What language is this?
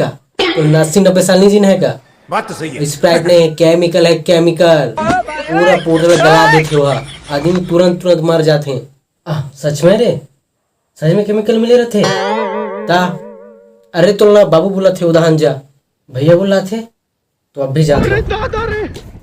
Chhattisgarhi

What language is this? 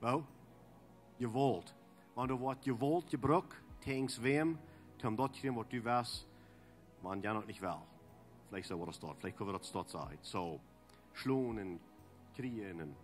Plautdietsch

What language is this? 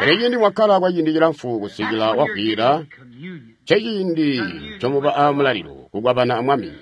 Tonga (Zambia)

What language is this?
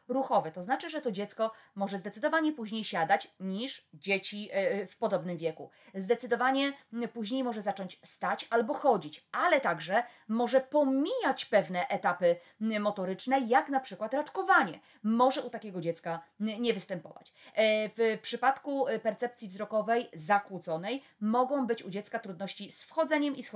Polish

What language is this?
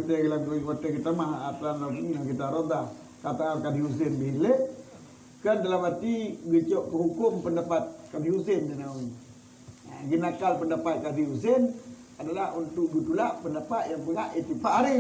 Achinese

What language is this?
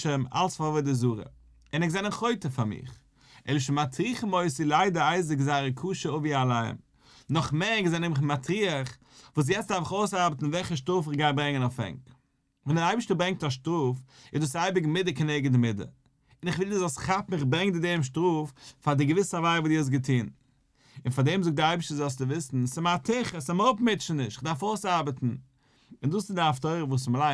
Yiddish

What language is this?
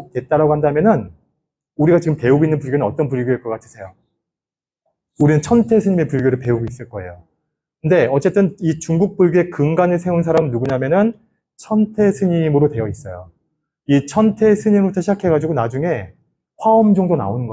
Korean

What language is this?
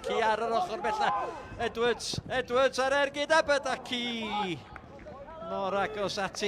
Welsh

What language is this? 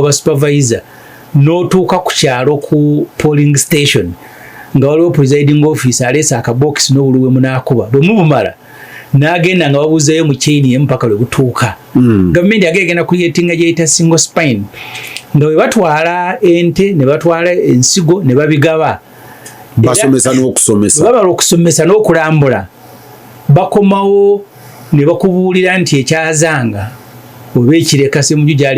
Ganda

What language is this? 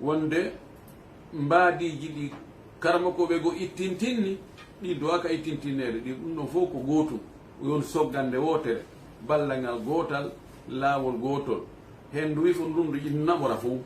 Fula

